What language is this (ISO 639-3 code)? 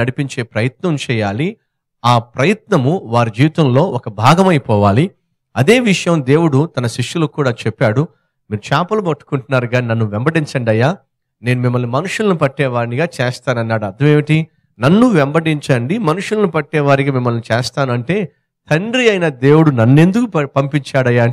tel